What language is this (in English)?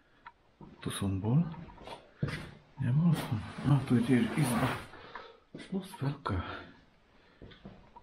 Slovak